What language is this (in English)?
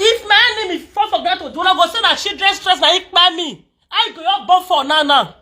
Nigerian Pidgin